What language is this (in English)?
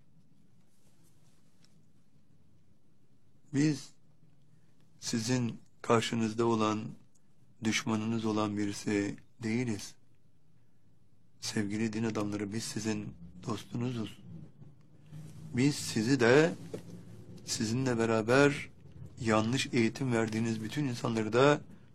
Turkish